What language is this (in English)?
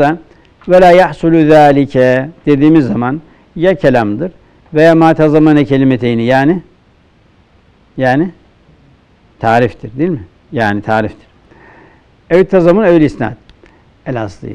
Turkish